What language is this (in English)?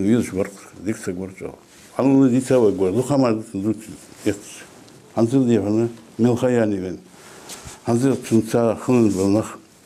Ingush